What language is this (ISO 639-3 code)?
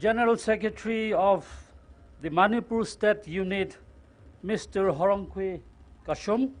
nmf